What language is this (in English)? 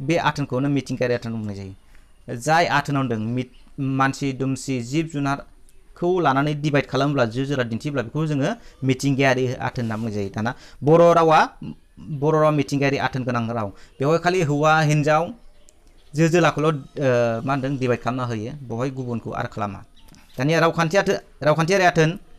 Bodo